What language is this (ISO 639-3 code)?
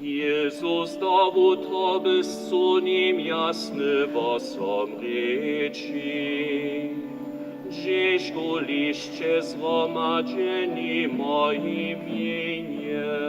hsb